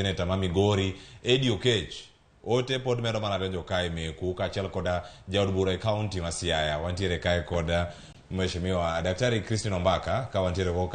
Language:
Luo (Kenya and Tanzania)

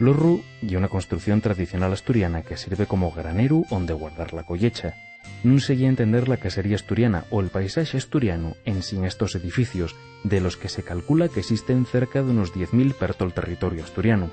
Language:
Asturian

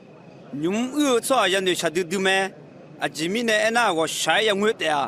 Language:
Akha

